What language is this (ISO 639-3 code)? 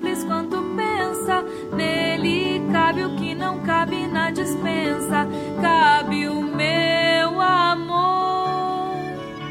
por